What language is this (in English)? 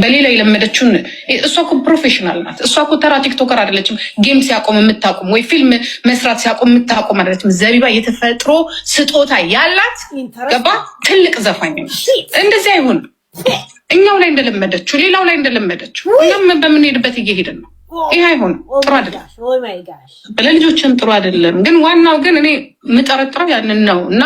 Amharic